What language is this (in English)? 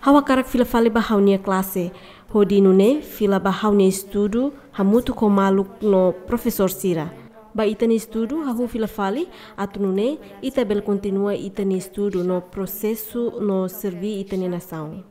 Tetum